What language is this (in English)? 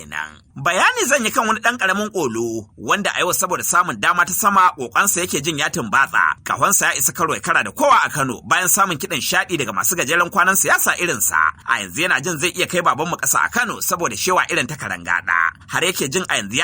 Hausa